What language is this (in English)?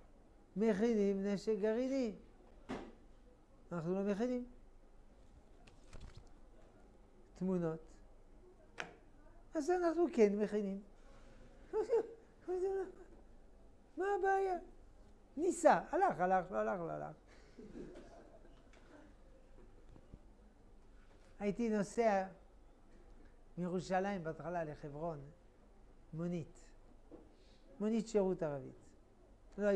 Hebrew